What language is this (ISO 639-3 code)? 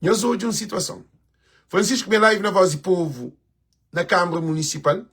kea